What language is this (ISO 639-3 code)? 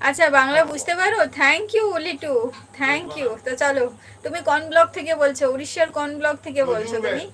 sat